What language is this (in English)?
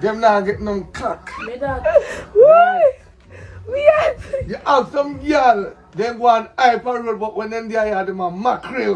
Jamaican Creole English